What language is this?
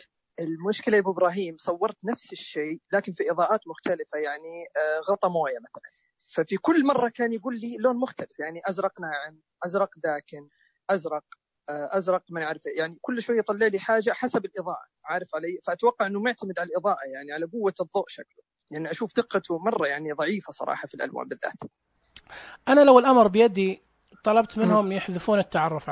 Najdi Arabic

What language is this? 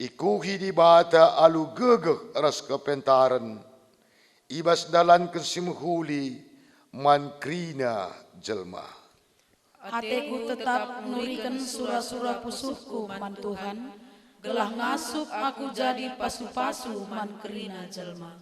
Batak Karo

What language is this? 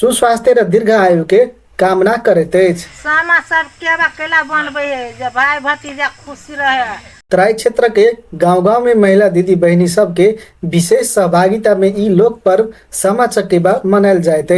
Maithili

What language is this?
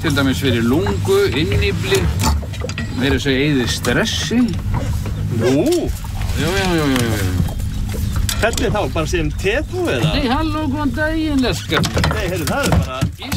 Icelandic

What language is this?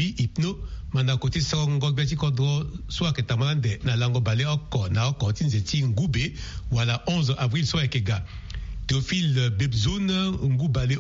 Sango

